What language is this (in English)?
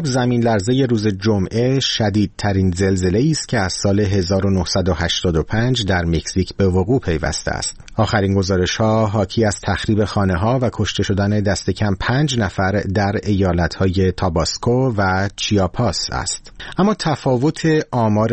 Persian